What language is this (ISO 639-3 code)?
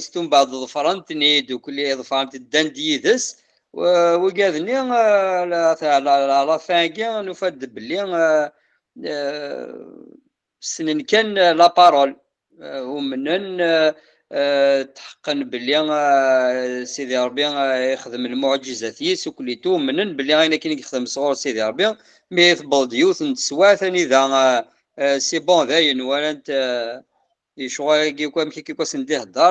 kab